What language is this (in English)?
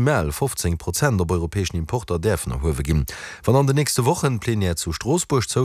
Luxembourgish